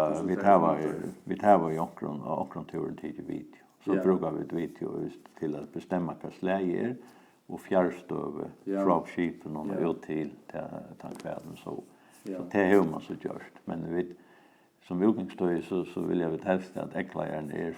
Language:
Faroese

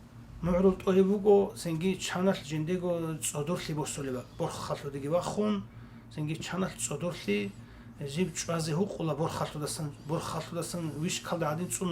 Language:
Avaric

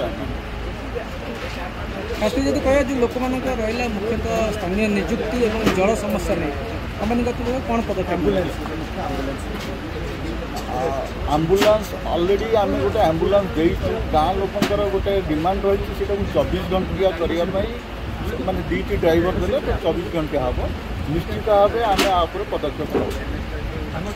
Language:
Odia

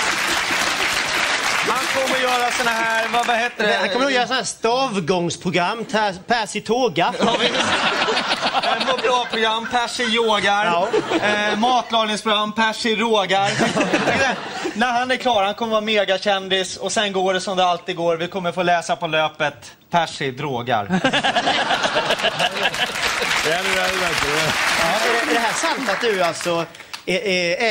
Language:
Swedish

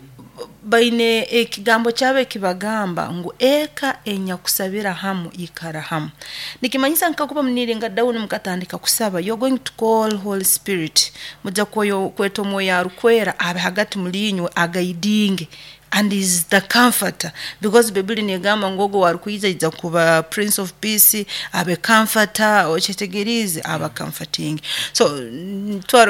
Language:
Nyoro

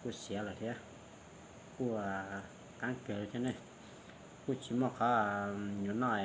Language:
Hmong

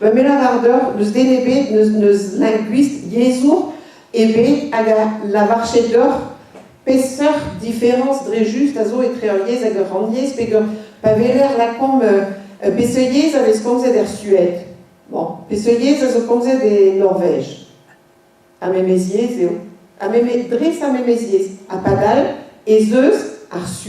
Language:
Breton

